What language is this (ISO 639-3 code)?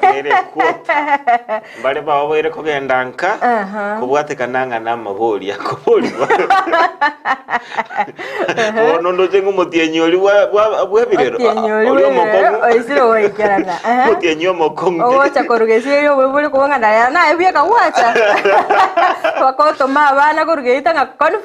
guz